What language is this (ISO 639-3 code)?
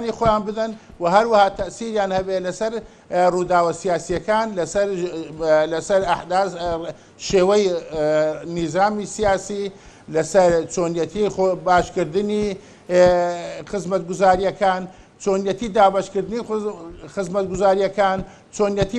ckb